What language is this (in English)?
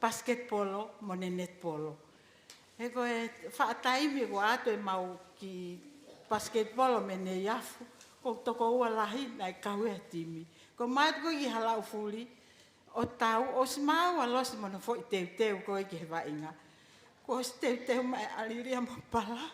Tongan